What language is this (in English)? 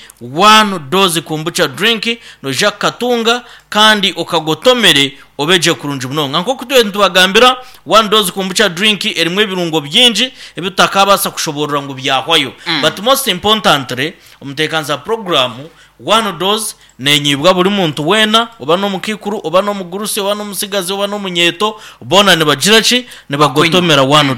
Nyankole